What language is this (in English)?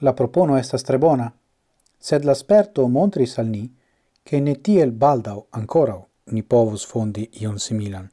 Esperanto